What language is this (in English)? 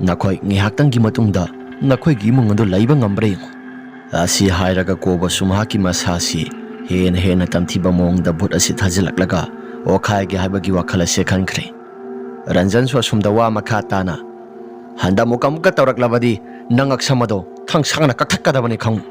Manipuri